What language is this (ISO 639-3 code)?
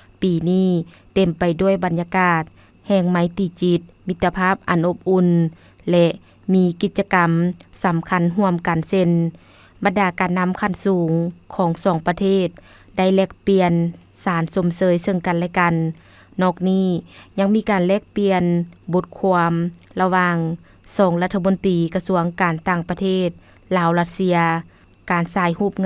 lao